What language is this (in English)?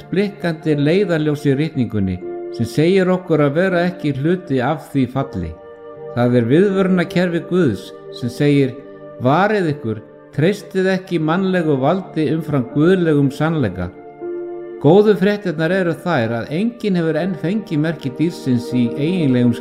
Icelandic